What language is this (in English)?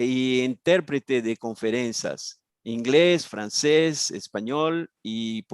Ladino